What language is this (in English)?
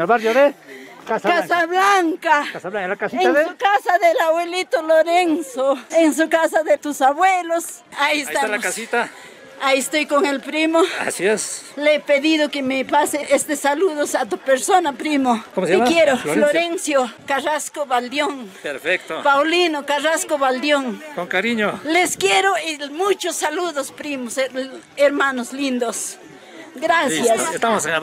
Spanish